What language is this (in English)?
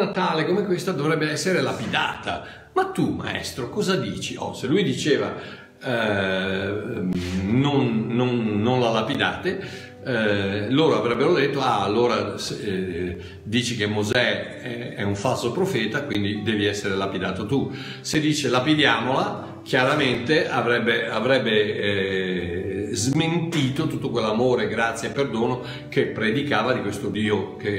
Italian